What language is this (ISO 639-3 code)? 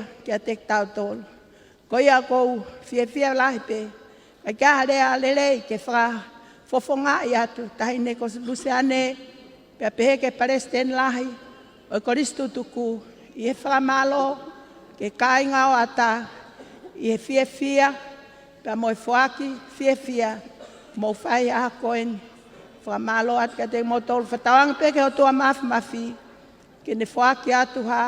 ton